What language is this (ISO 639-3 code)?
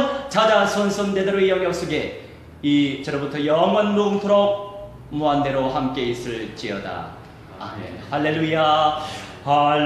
kor